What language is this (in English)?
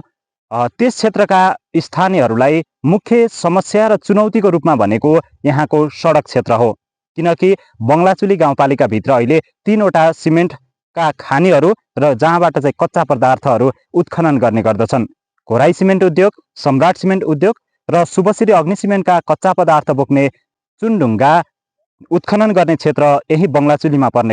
Nepali